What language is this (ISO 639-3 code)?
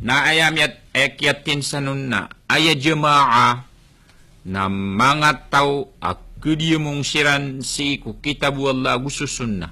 mrw